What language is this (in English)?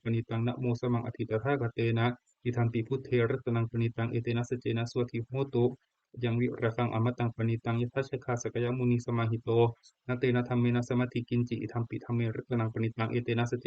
Pali